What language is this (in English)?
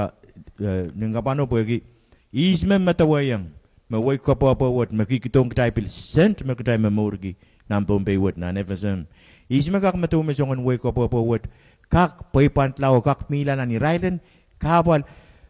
Pohnpeian